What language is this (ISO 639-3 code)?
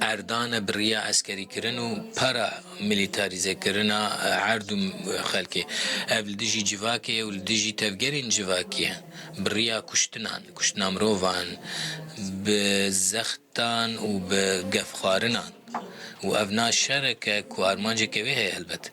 kur